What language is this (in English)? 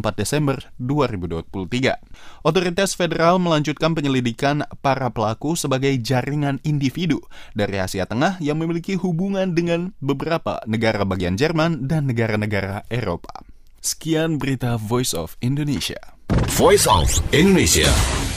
Indonesian